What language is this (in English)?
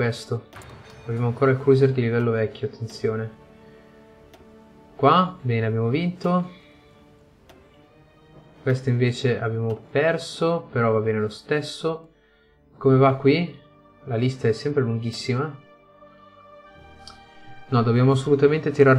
Italian